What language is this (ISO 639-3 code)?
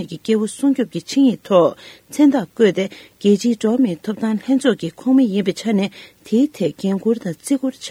bod